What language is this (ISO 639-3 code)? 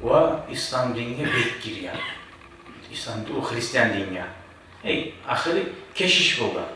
kum